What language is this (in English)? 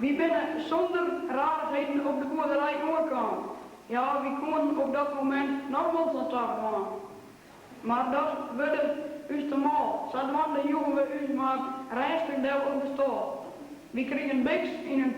Western Frisian